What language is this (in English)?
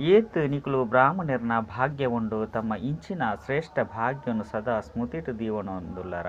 Tulu